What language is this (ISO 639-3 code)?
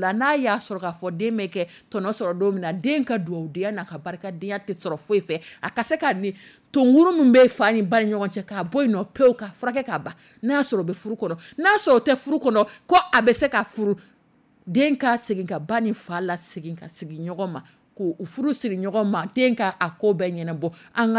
dyu